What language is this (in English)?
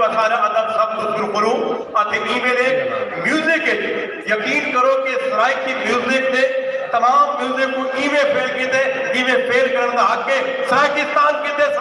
Saraiki